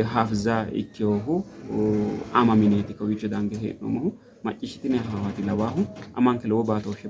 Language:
Sidamo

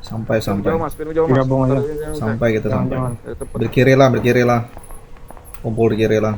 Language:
Banjar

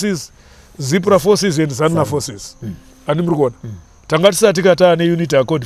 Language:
Shona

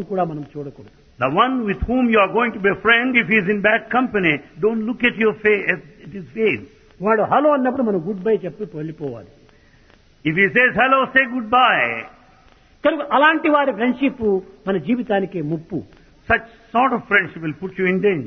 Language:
Telugu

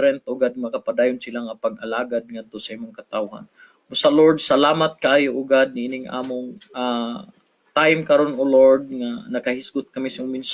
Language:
Cebuano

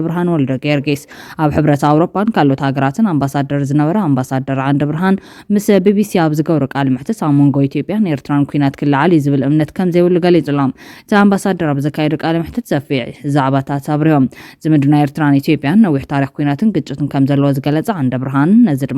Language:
Tigrinya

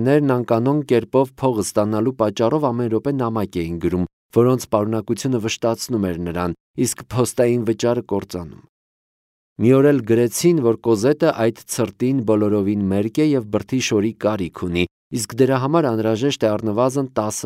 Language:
Armenian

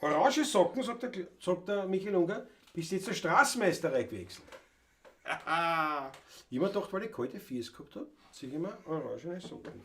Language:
Bavarian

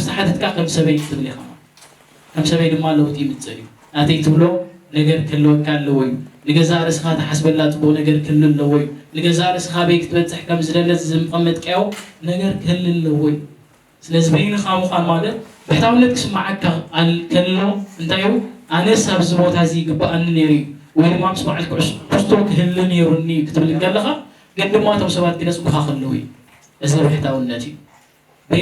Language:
Tigrinya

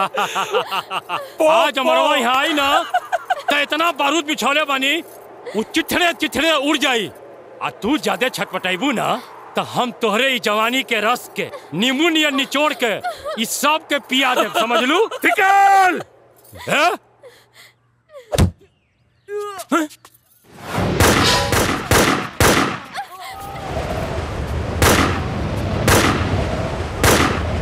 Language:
Bhojpuri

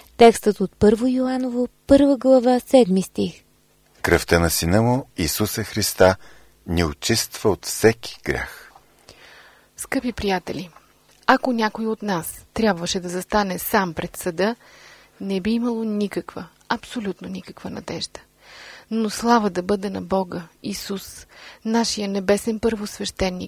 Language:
Bulgarian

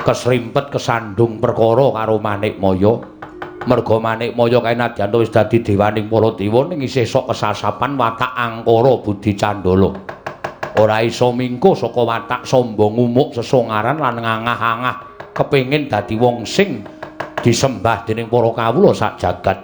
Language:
Javanese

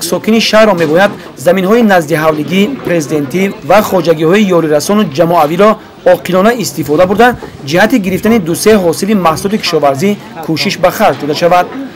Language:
Tajik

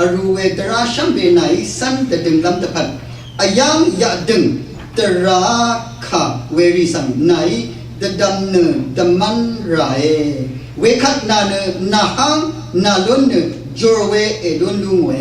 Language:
Rawang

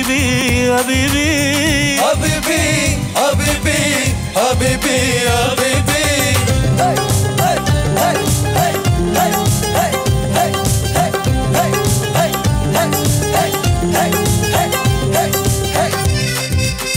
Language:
Telugu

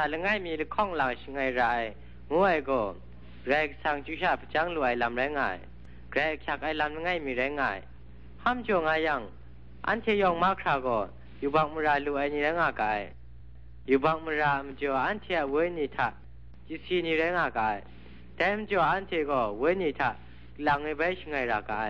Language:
Kachin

